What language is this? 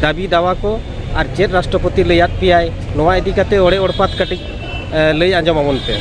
Santali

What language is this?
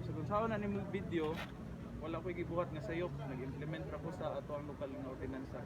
Cebuano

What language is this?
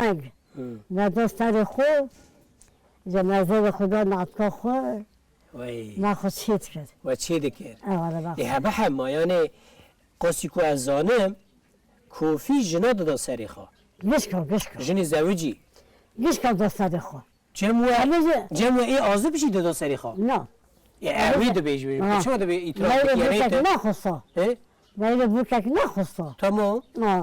Kurdish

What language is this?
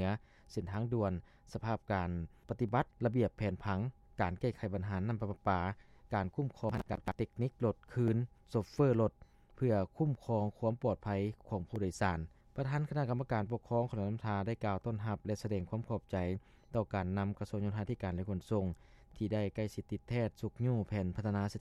Lao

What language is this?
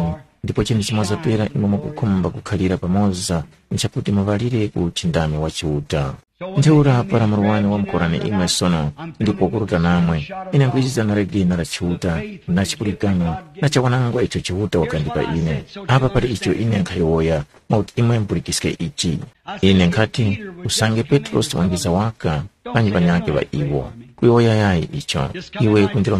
Tumbuka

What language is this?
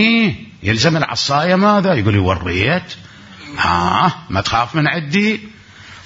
Mesopotamian Arabic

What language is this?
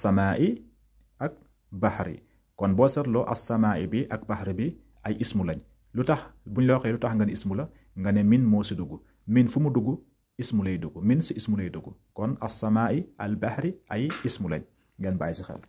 Wolof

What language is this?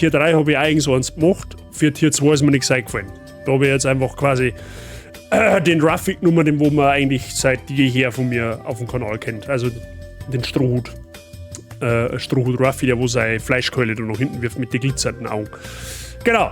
Bavarian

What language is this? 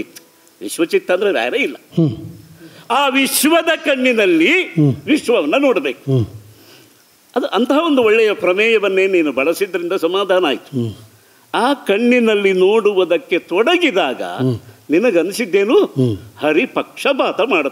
Kannada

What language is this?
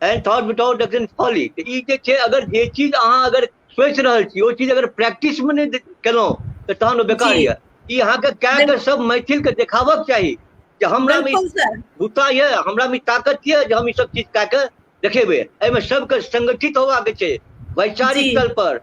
Maithili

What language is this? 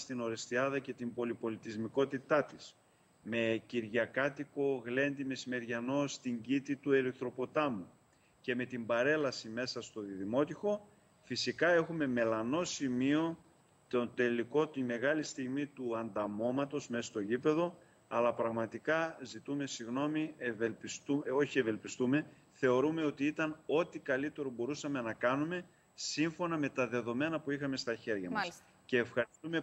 Greek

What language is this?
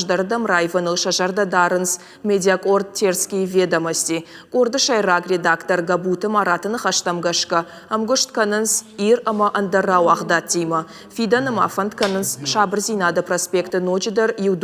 Ossetic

